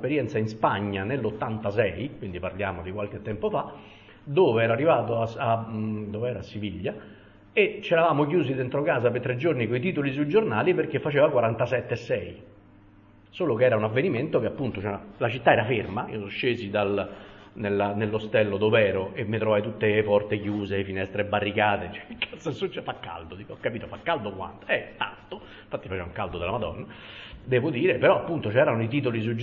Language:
Italian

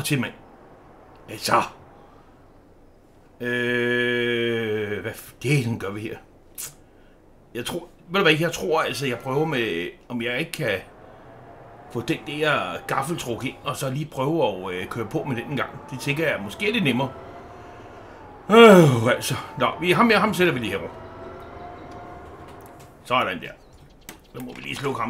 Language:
Danish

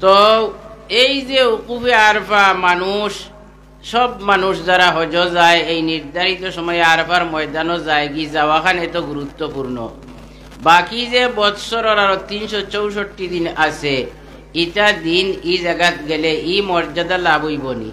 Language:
Sylheti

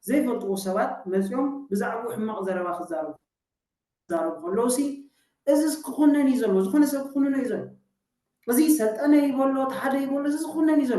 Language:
Tigrinya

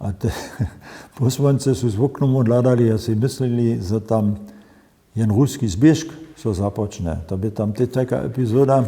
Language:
Upper Sorbian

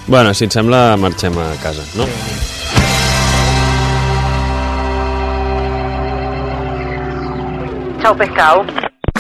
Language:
Catalan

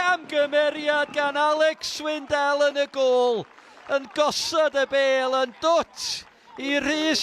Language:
Welsh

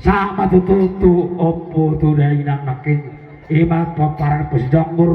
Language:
Batak Toba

